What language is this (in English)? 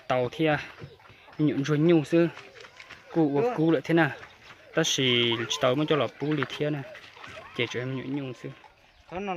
Hmong